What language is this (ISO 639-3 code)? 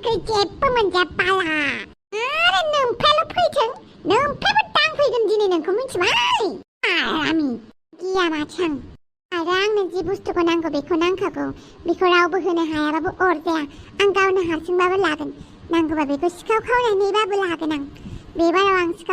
brx